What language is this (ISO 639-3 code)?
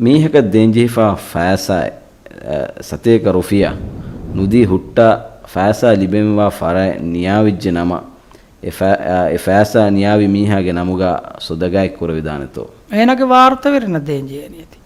div